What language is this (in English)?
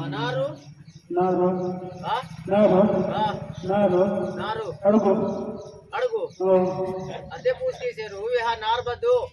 Aheri Gondi